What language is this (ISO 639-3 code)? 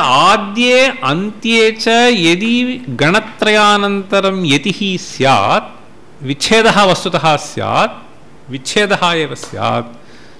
san